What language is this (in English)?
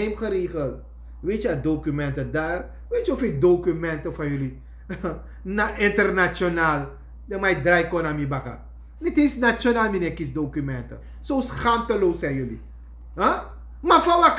Sranan Tongo